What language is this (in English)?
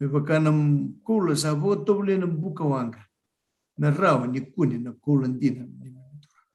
Fijian